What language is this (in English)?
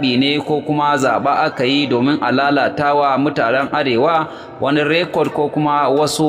Hausa